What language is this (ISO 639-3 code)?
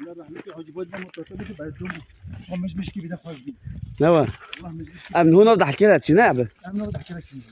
kur